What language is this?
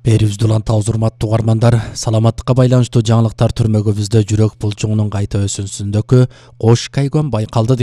Kyrgyz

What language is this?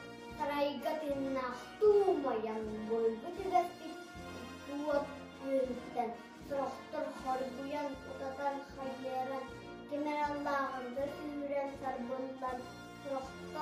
Yakut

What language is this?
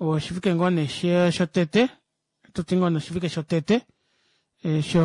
Kuanyama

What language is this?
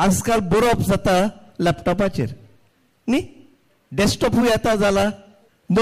Konkani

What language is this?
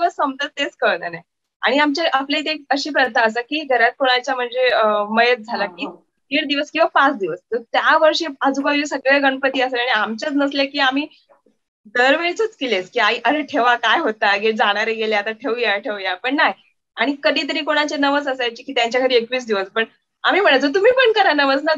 Marathi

